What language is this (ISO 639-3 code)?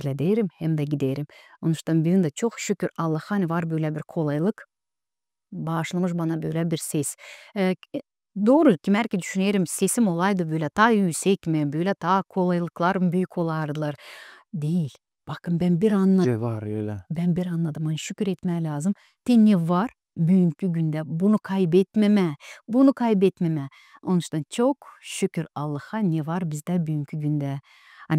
gag